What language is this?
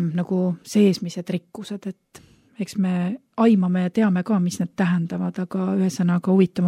Estonian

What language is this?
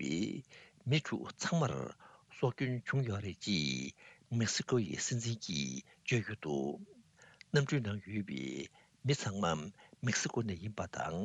Tibetan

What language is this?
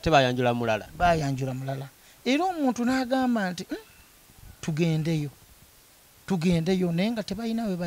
Ganda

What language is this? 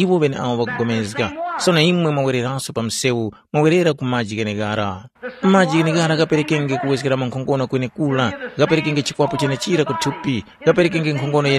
Tumbuka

